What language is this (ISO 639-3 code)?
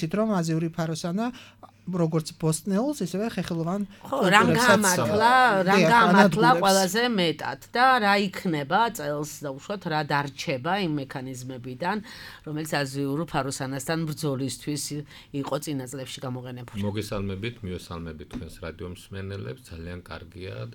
kat